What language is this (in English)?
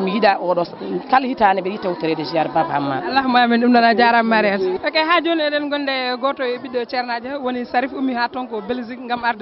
Fula